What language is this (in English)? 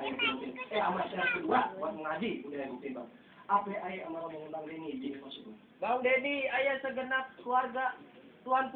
Betawi